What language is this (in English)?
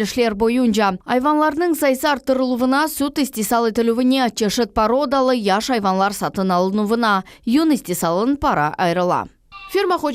Crimean Tatar